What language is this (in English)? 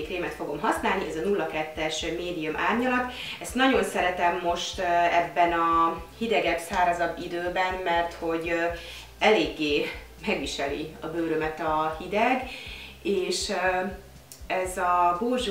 Hungarian